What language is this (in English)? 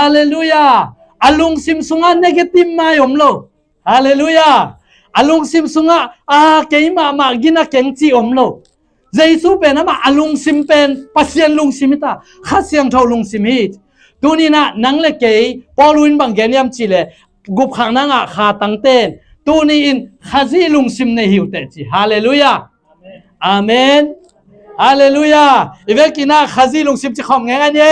Tedim Chin